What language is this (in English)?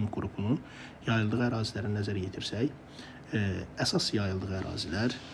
Azerbaijani